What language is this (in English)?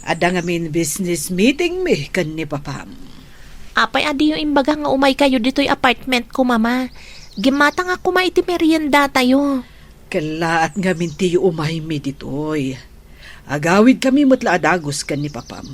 Iloko